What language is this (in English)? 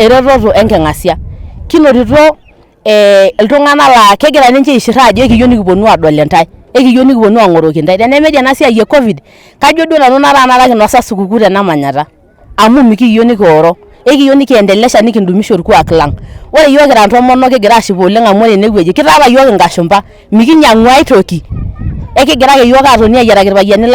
Masai